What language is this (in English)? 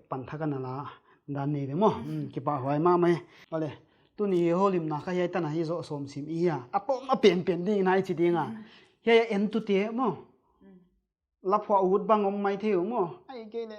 Paite Chin